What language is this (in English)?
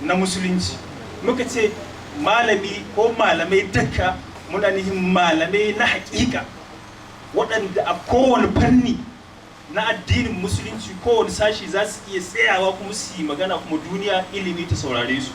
Hausa